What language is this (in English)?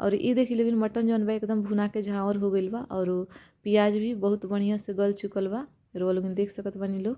Bhojpuri